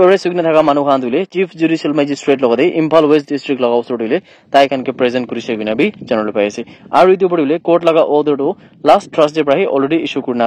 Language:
Naga Pidgin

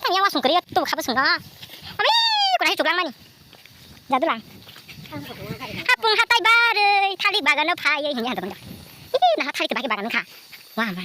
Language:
Kok Borok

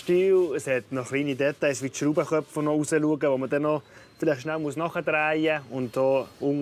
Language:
Swiss German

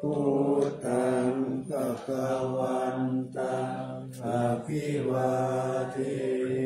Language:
Pali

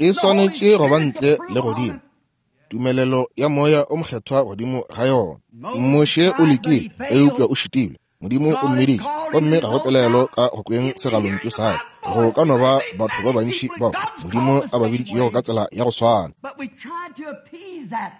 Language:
Northern Sotho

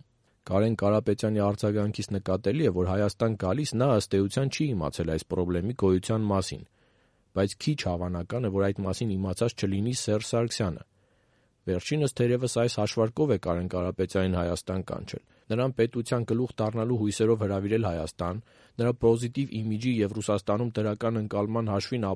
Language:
Armenian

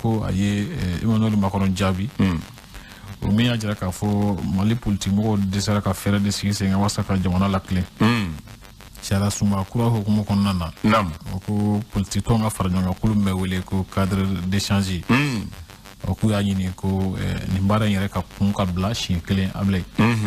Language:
Bambara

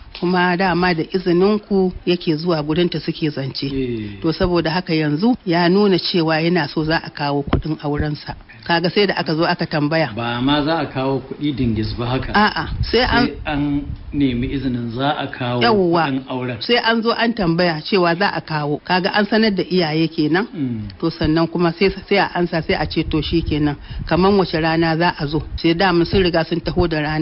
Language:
Hausa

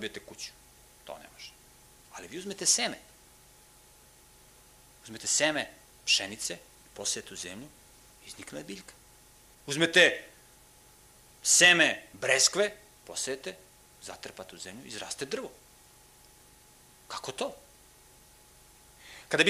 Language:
Serbian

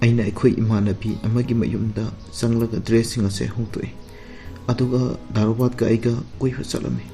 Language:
Manipuri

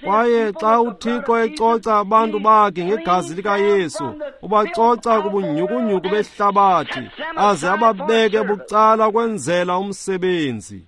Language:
Xhosa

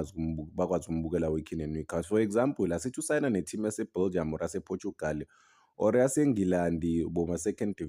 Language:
Zulu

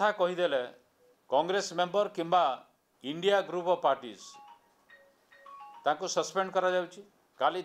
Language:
Odia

